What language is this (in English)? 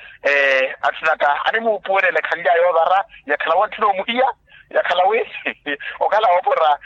Makhuwa